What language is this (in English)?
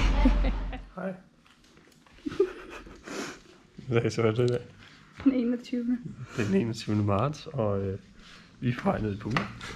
Danish